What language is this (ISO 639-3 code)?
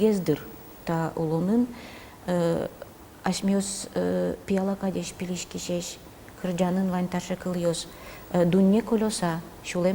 udm